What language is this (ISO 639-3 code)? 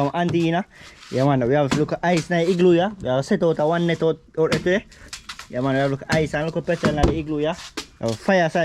jam